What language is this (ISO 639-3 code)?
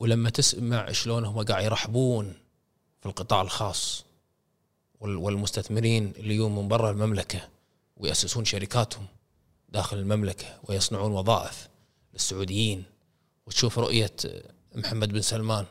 afb